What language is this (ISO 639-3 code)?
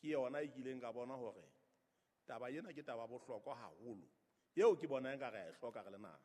sot